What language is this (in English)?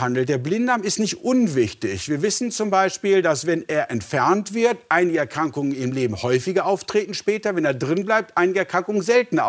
German